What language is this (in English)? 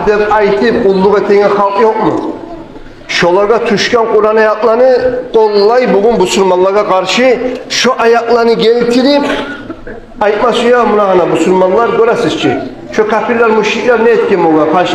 Kumyk